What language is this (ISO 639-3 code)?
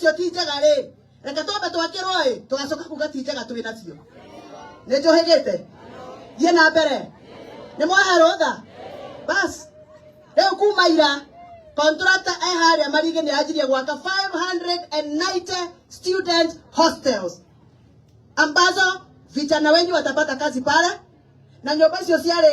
kik